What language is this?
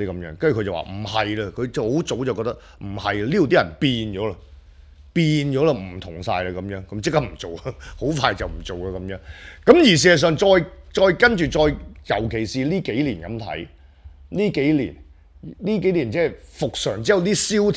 Cantonese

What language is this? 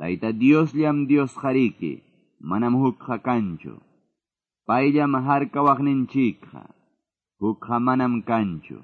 Quechua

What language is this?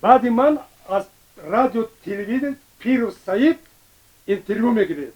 Tajik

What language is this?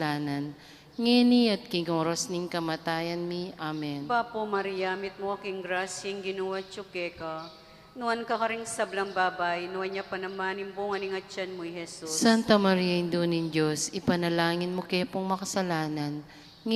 Pampanga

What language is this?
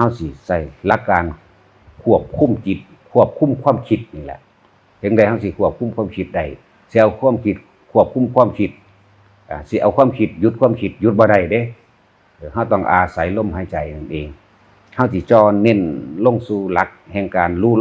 Northeastern Thai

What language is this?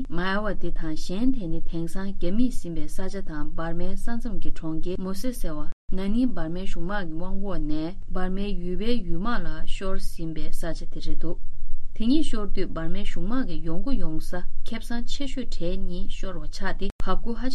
Tibetan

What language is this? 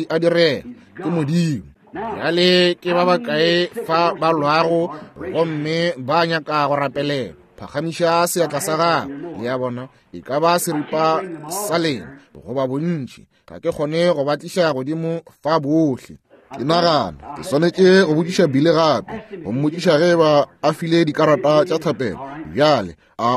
Northern Sotho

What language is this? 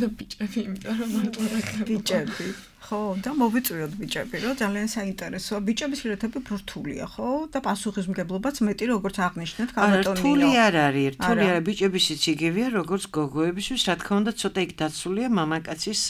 Georgian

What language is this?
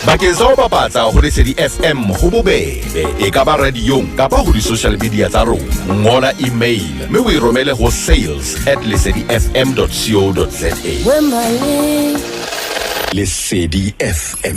Southern Sotho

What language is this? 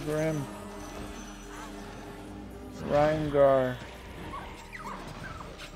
English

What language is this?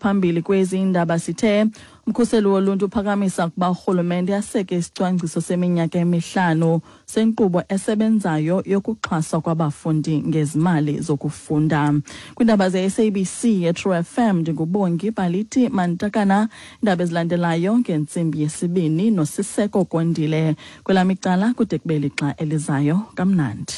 Xhosa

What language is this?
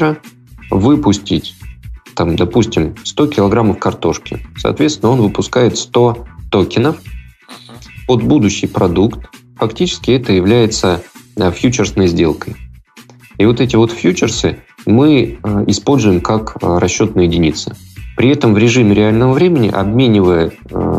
Russian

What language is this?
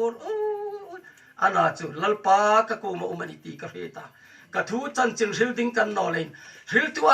Hmar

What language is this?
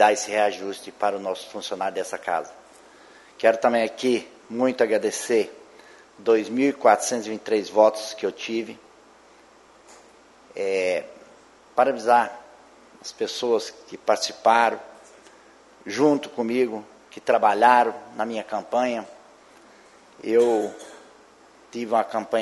Portuguese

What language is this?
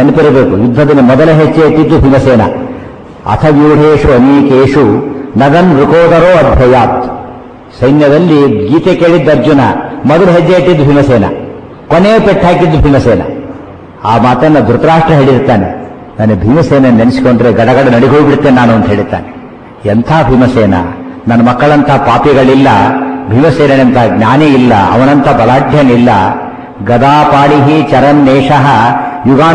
Kannada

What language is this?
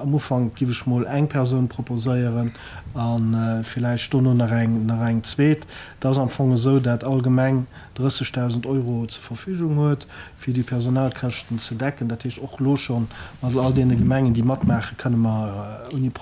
Luxembourgish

